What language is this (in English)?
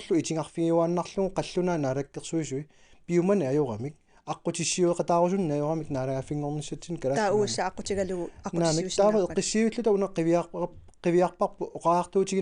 Kalaallisut